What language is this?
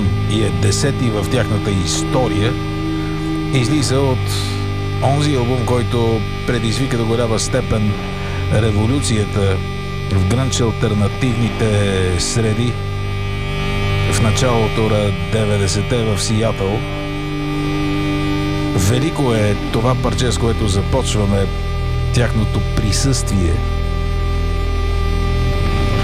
Bulgarian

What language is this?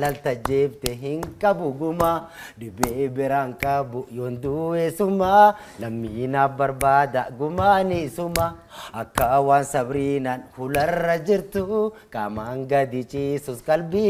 Oromo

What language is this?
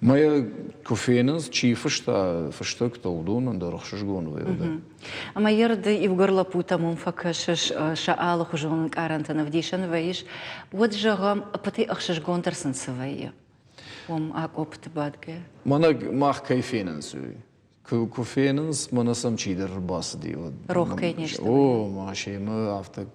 Ossetic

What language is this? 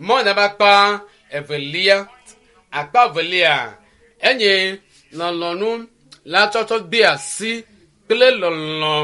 Ewe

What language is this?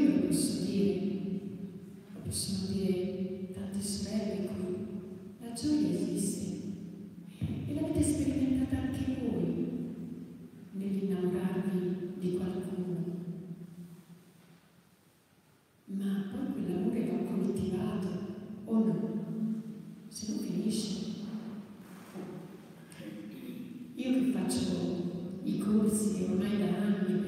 Italian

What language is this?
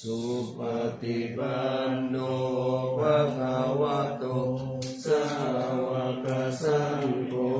Pali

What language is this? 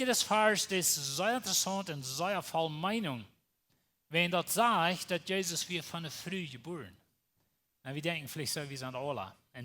Plautdietsch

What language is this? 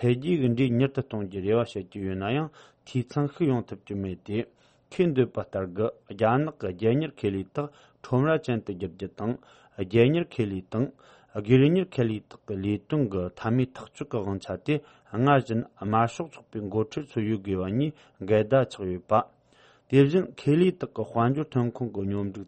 Tibetan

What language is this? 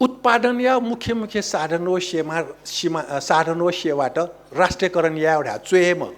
Newari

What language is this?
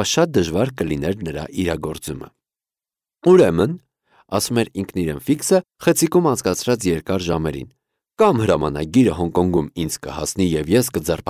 Armenian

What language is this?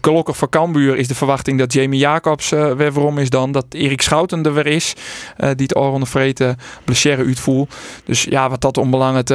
Western Frisian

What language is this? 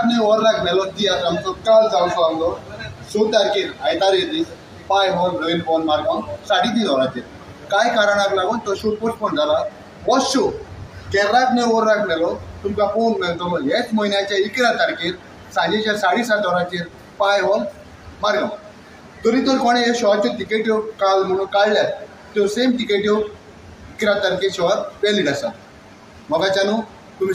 Konkani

